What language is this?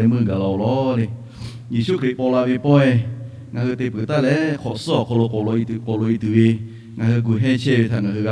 Lahu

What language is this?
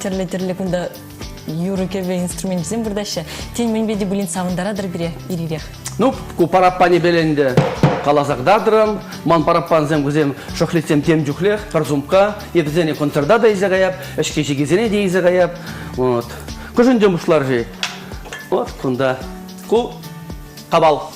Chuvash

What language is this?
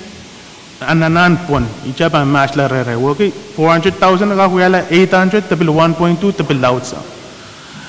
Pohnpeian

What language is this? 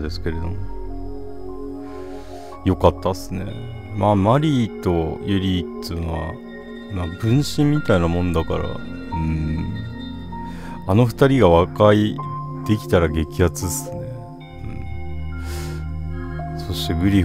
Japanese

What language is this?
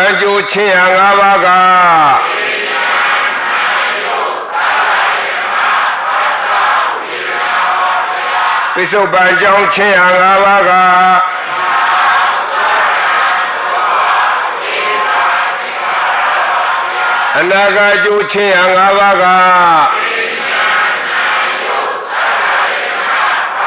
Burmese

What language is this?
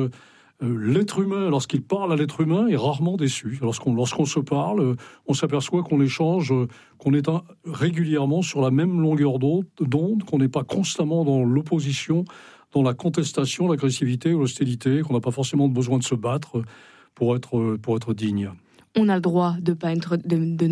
French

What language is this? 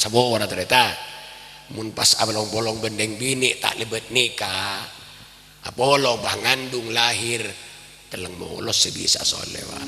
Madurese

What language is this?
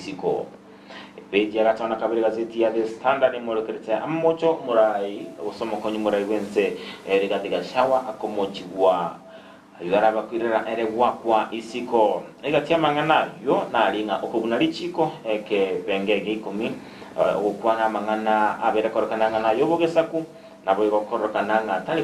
Gusii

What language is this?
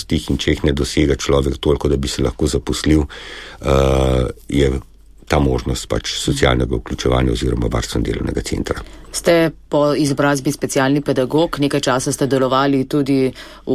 Slovenian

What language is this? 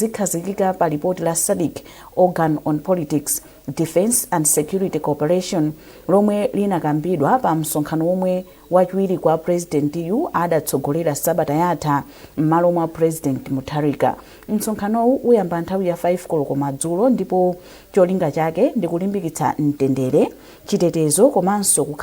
Nyanja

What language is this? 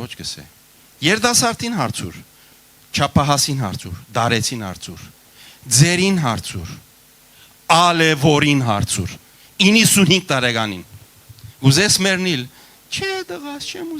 Western Armenian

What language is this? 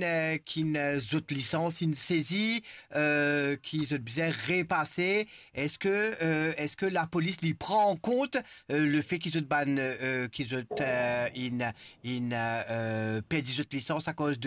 Morisyen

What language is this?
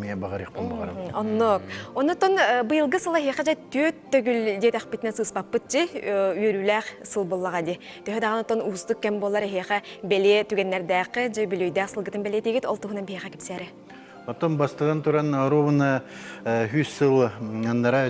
Yakut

